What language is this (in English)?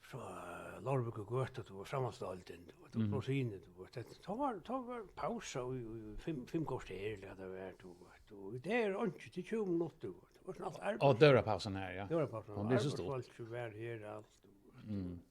Faroese